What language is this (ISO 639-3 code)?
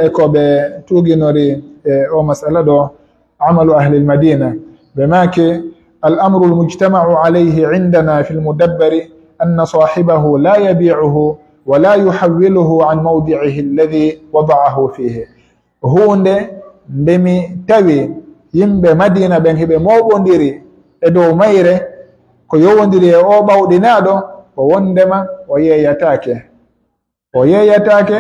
fuf